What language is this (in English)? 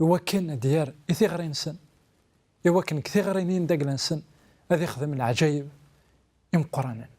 Kabyle